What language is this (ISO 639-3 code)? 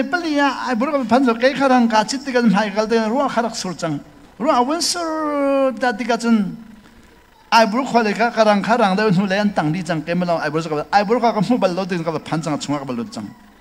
cnh